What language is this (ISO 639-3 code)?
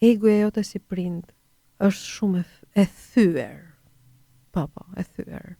sqi